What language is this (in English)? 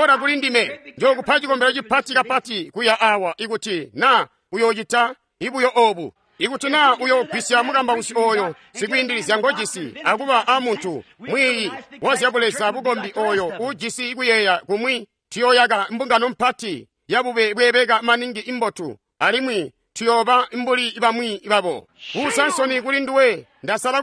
Tonga (Zambia)